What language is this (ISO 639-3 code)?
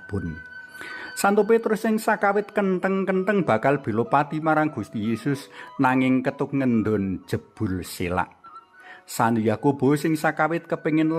jav